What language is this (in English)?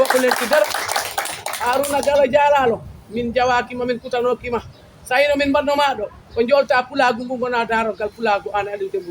Fula